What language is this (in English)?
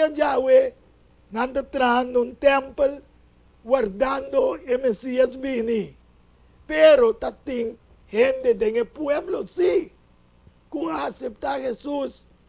Papiamento